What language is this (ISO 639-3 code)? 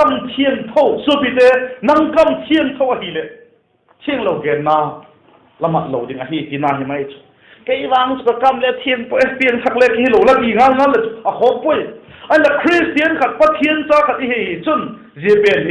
vap